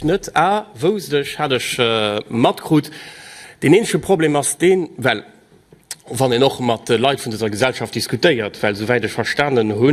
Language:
Luxembourgish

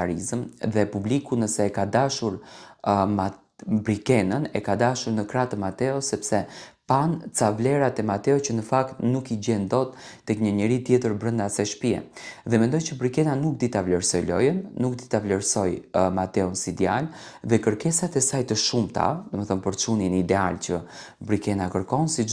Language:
Albanian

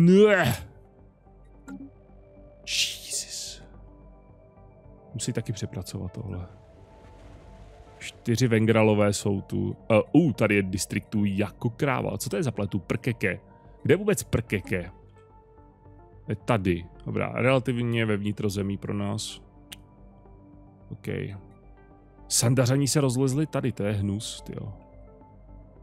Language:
Czech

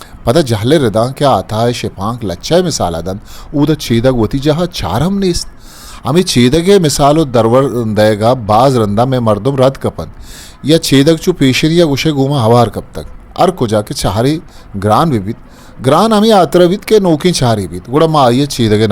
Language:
Eastern Balochi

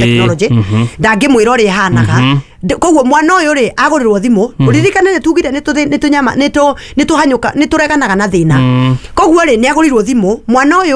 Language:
Kikuyu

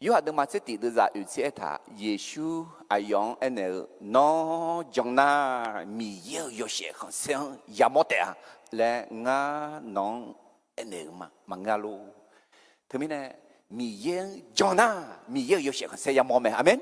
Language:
Akha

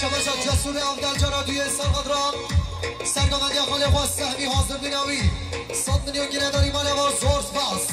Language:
Kurdish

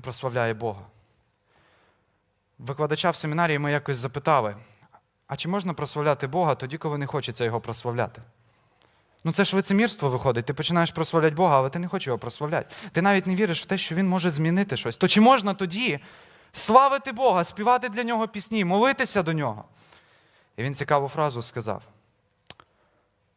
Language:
Ukrainian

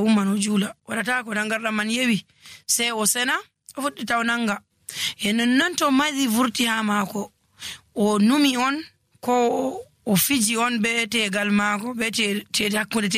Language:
Nigerian Fulfulde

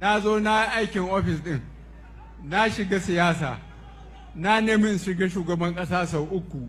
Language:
Hausa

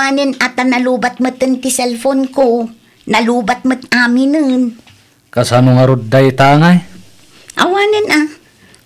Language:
Iloko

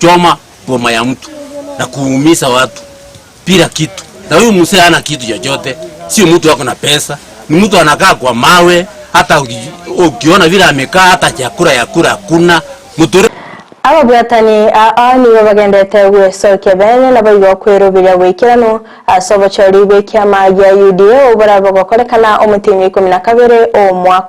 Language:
Gusii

